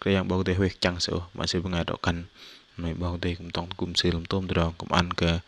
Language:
Bahnar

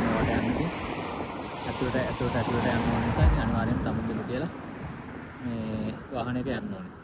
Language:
Sinhala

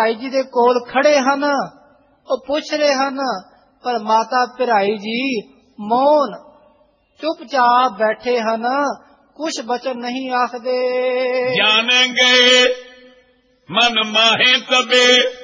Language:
Punjabi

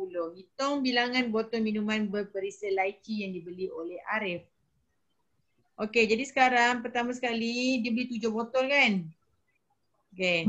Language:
Malay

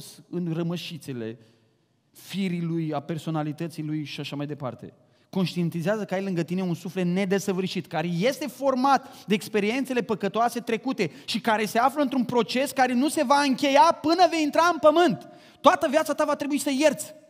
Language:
Romanian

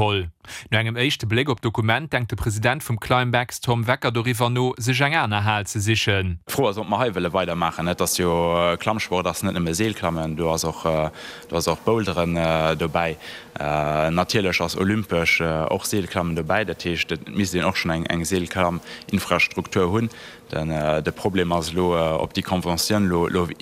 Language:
Luxembourgish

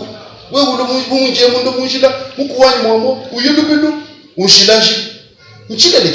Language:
Luba-Lulua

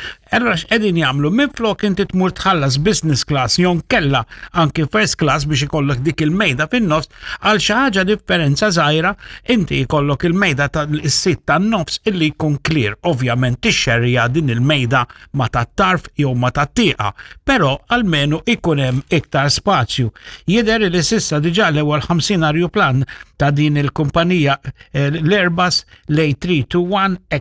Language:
Maltese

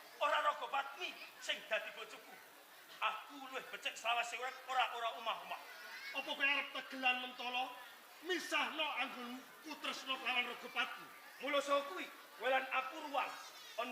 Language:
Javanese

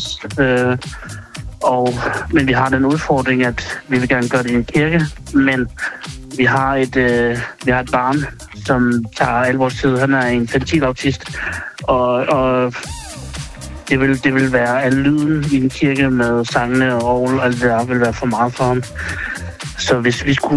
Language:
Danish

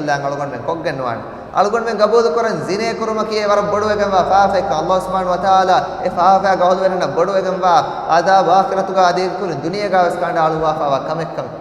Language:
Divehi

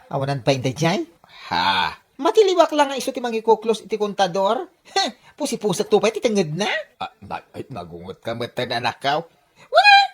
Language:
Iloko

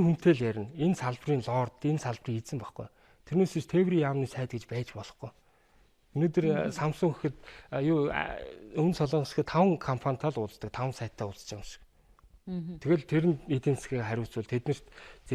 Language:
Mongolian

